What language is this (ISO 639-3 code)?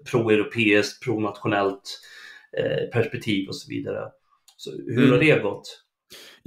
swe